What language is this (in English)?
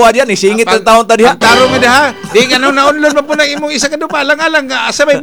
Cebuano